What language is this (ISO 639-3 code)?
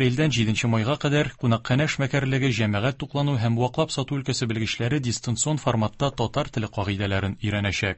tat